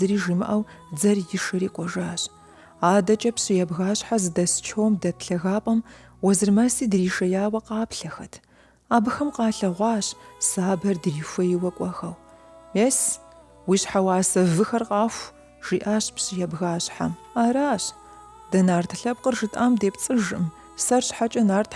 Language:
Kabardian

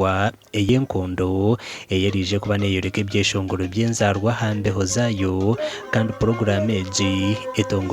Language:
Nyankole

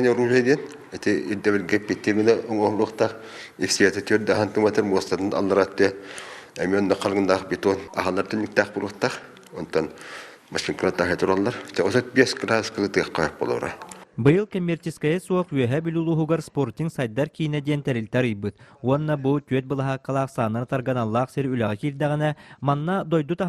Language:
Yakut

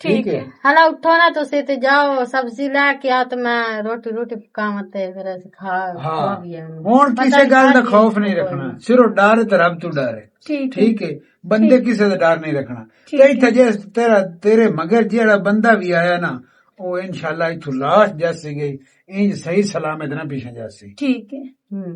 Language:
Western Panjabi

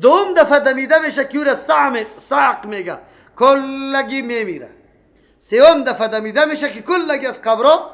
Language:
Persian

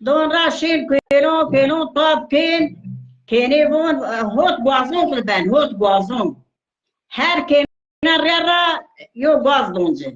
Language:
Zaza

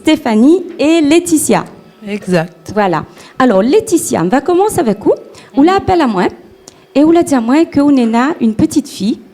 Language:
Réunion Creole French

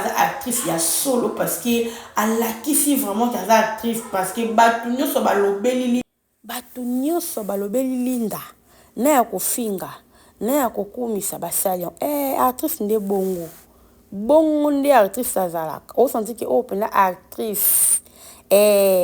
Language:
Lingala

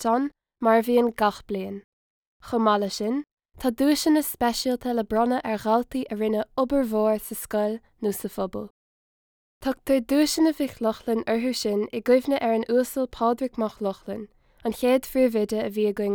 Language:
Irish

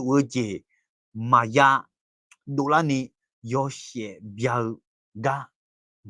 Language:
Akha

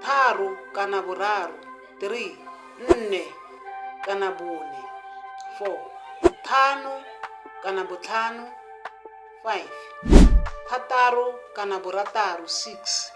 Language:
Tswana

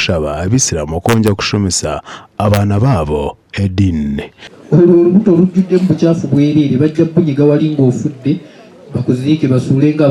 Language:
Nyankole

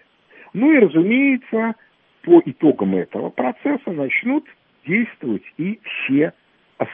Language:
Russian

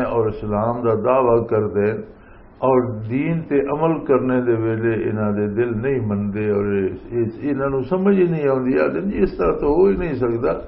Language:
Western Panjabi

